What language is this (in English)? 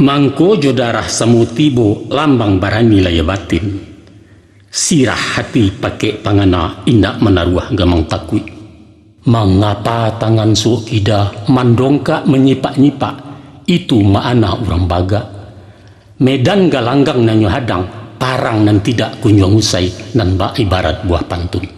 Minangkabau